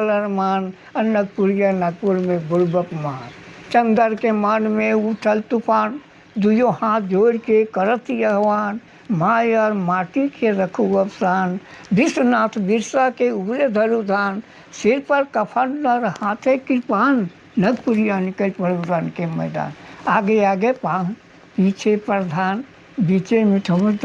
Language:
Sadri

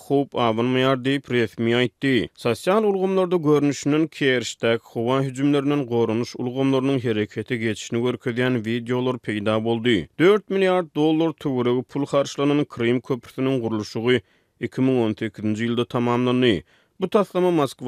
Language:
Turkmen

